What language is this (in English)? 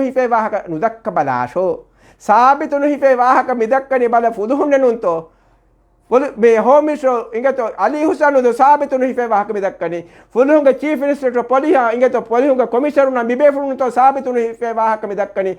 Divehi